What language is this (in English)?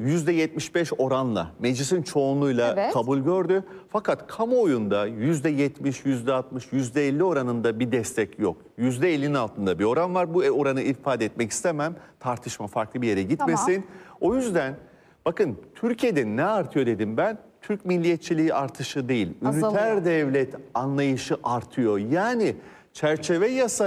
Turkish